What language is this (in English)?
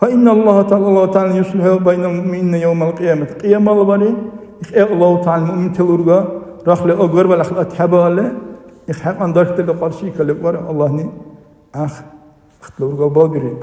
Dargwa